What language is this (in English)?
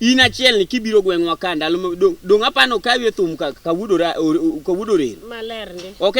Luo (Kenya and Tanzania)